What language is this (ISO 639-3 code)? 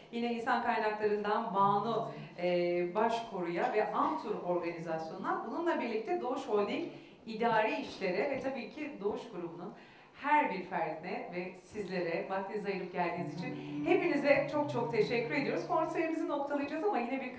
tur